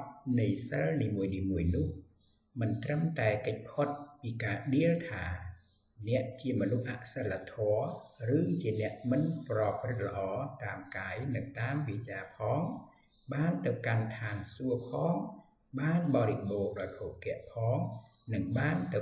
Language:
Khmer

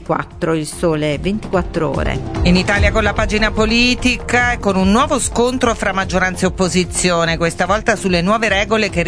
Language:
Italian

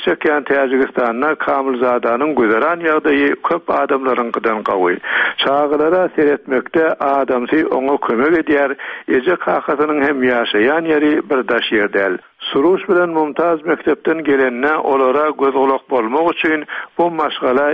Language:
Turkmen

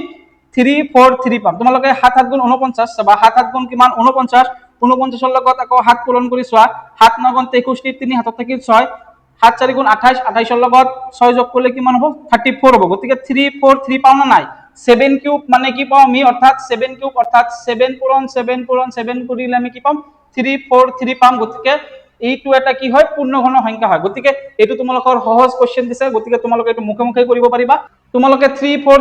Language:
Assamese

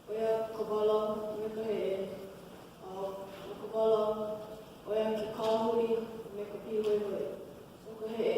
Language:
Hawaiian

